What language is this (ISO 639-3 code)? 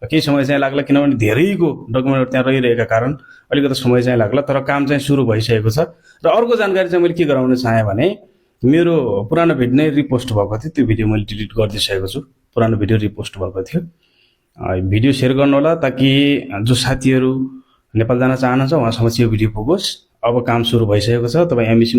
nep